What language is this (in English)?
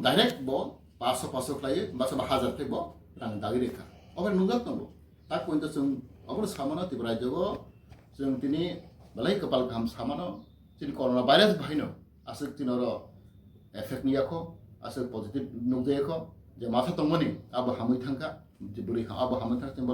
Kok Borok